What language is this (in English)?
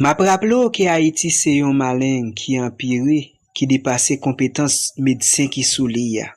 Haitian Creole